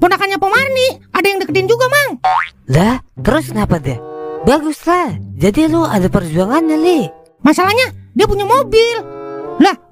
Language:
Betawi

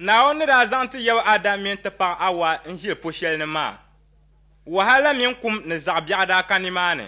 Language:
Dagbani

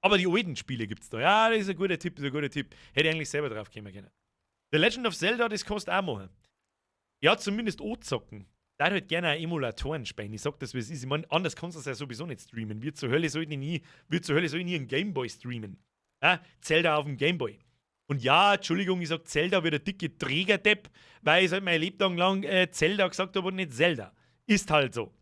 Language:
Bavarian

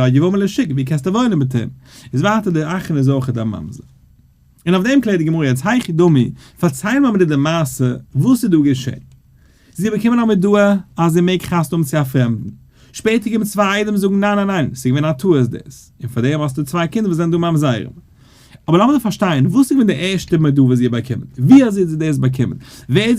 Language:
Yiddish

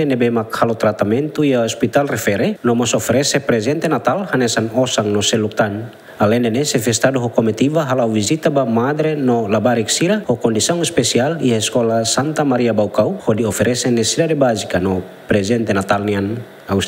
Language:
Tetum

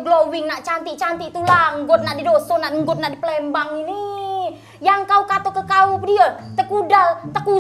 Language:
Musi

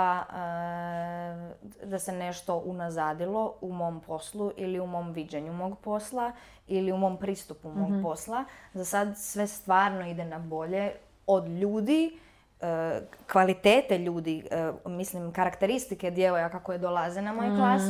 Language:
Serbian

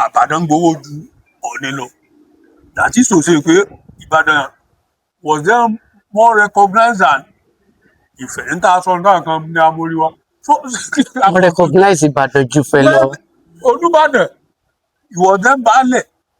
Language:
Yoruba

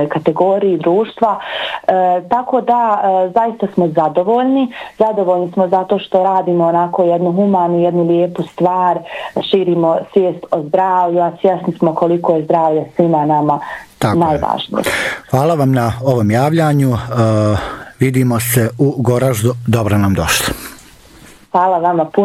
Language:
Bosnian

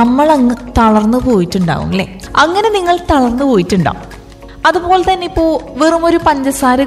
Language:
Malayalam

